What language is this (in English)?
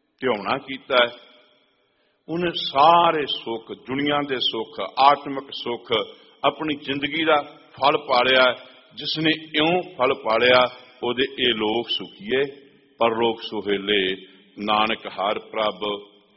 Punjabi